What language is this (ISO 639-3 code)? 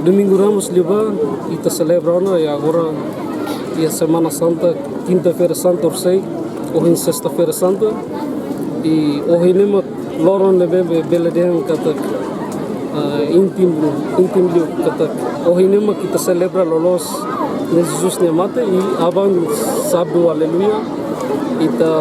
tet